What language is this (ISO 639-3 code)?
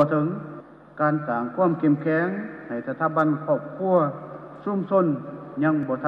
lao